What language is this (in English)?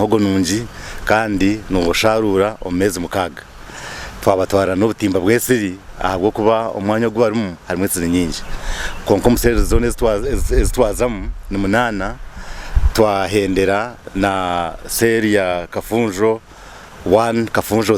Nyankole